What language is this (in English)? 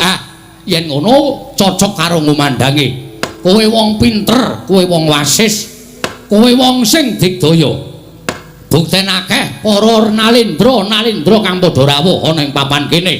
Javanese